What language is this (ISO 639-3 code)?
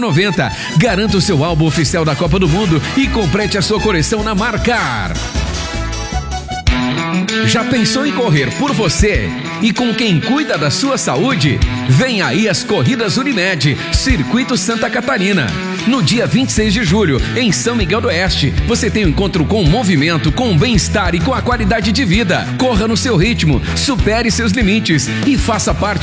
por